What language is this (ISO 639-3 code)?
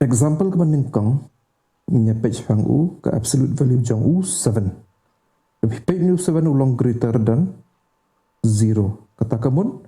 kha